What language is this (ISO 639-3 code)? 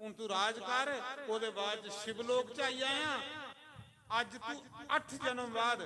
doi